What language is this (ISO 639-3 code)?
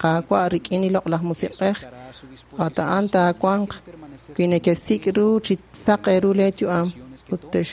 kek